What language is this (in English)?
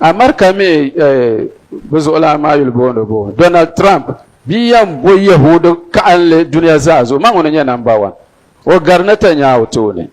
Dagbani